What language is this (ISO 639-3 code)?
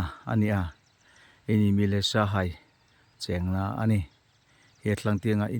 hmr